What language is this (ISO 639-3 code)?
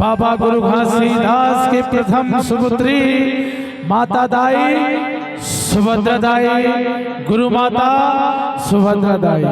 hne